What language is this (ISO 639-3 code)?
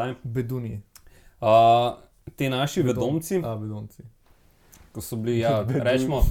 slv